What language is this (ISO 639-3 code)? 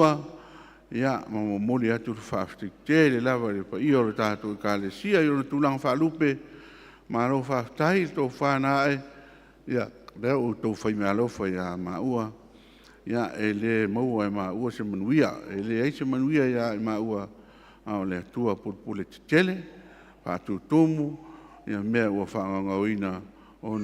smo